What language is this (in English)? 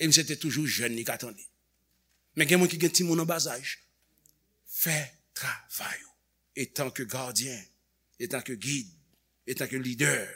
Haitian Creole